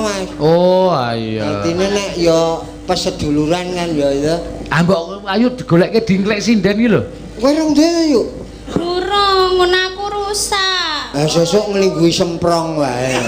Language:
Javanese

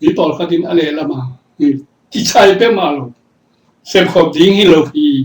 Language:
Tedim Chin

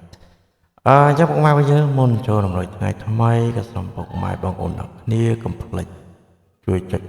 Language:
Khmer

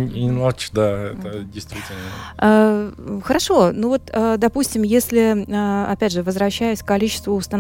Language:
Russian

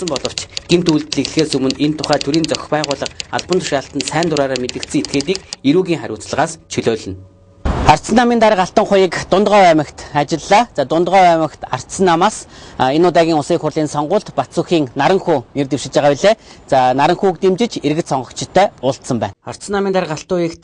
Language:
Mongolian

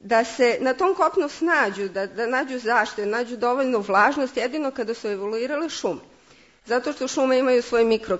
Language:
Serbian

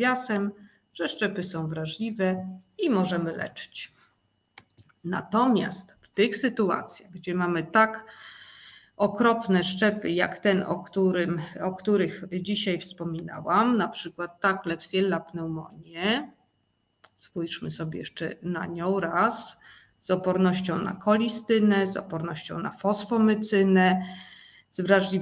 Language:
Polish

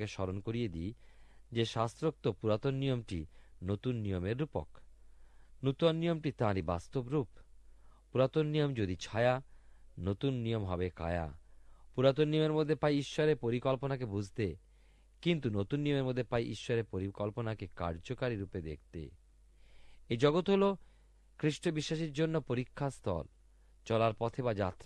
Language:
Bangla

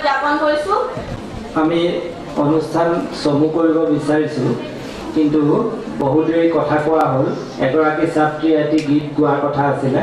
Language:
Assamese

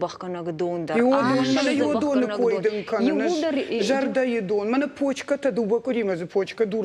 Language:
Ossetic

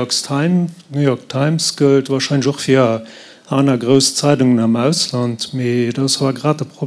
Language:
Luxembourgish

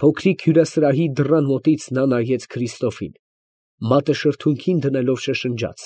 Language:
Armenian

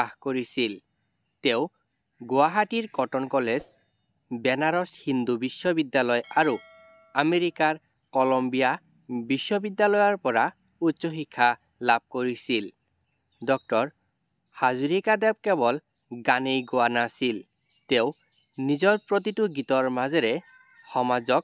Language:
Assamese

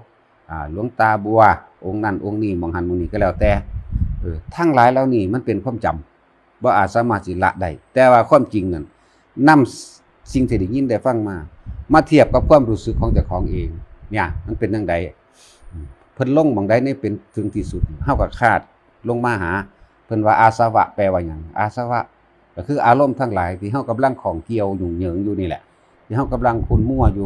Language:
Northeastern Thai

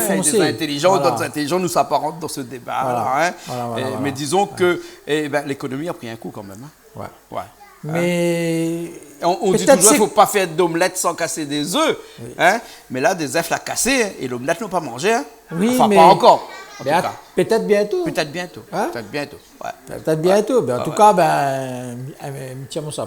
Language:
Réunion Creole French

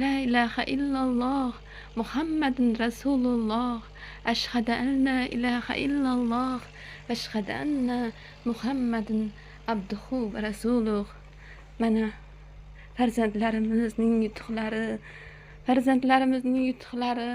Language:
Uzbek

